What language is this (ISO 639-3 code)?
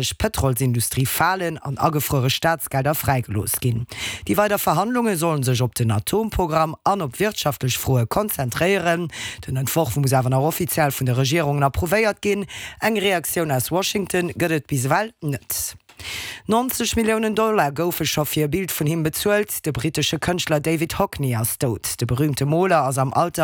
ltz